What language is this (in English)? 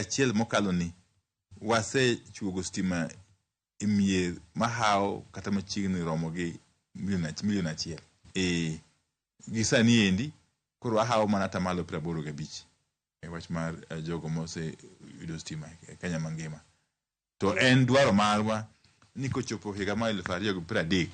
Luo (Kenya and Tanzania)